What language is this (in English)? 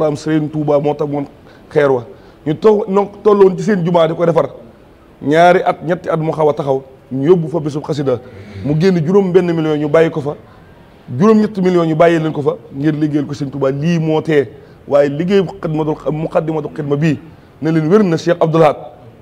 Wolof